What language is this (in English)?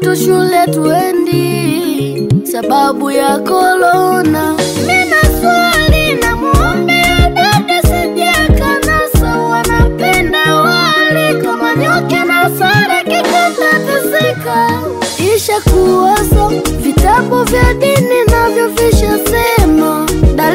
Swahili